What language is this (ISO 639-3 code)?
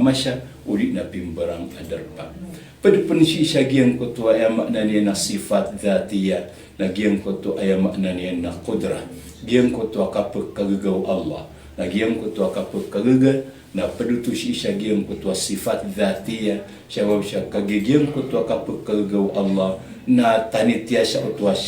mrw